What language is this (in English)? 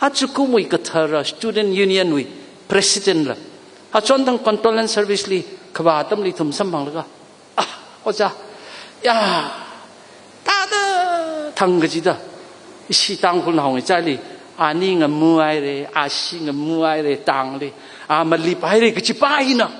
Tangkhul Naga (India)